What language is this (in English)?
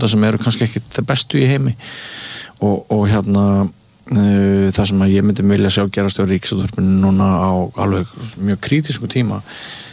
Icelandic